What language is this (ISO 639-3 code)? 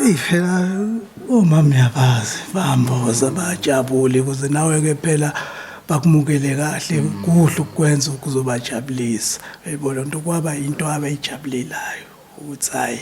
zul